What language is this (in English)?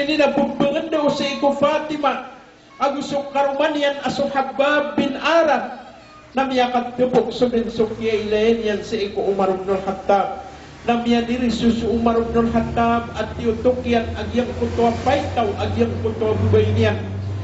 Maranao